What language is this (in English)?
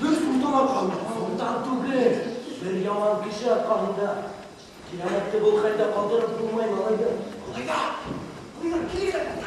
Bashkir